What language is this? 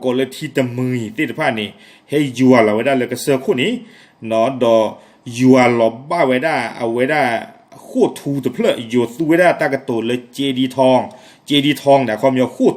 S'gaw Karen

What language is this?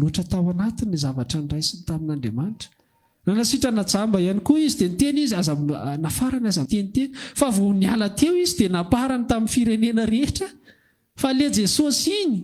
Malagasy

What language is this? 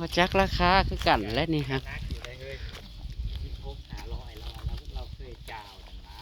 Northeastern Thai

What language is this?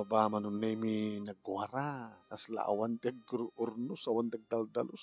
Iloko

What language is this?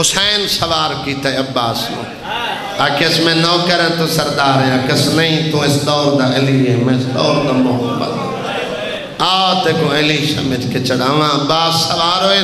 Saraiki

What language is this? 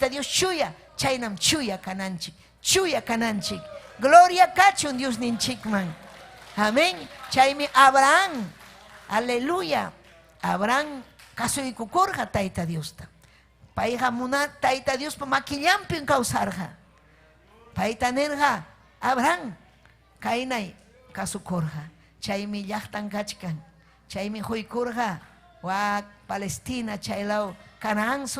Ayacucho Quechua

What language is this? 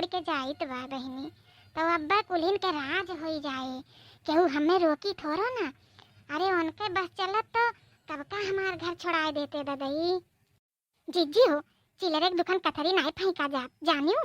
Awadhi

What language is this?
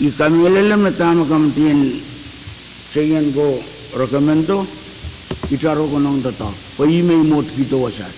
Pohnpeian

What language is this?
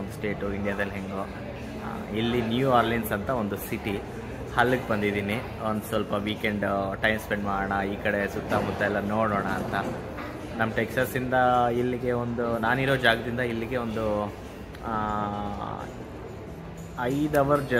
Kannada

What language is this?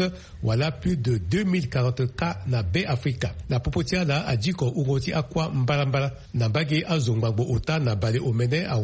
Sango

